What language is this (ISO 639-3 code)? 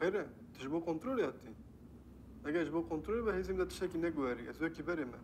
kur